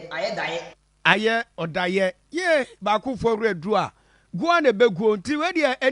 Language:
Akan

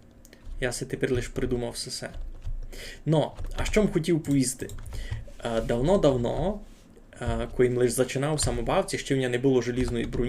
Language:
Rusyn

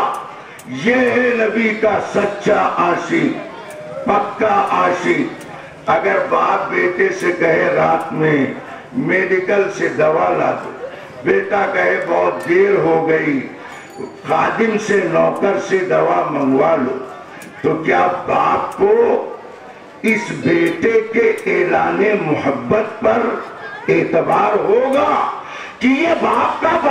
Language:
Urdu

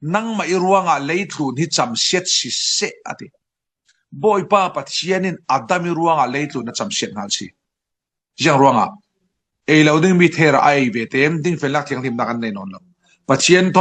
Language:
Falam Chin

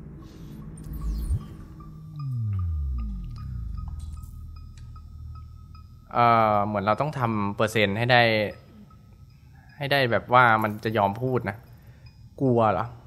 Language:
Thai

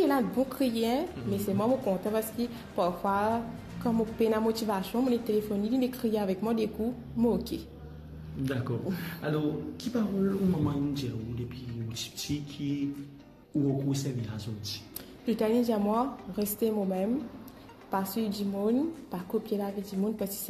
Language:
Morisyen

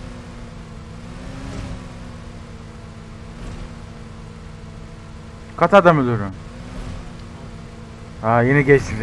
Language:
Turkish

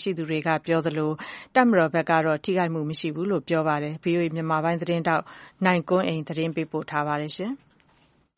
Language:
Burmese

